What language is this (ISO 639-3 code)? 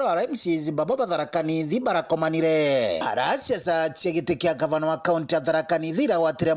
mer